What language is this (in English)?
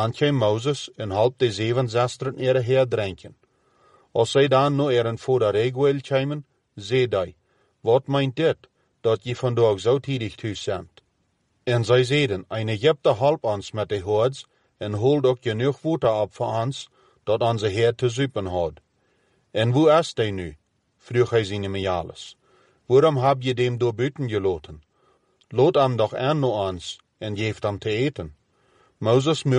Plautdietsch